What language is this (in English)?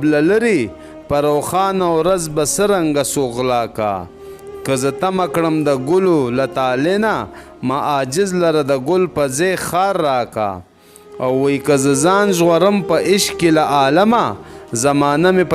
Pashto